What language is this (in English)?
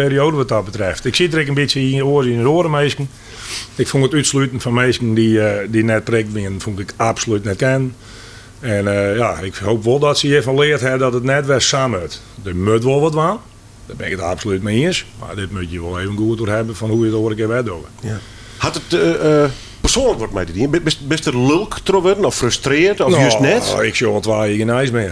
Western Frisian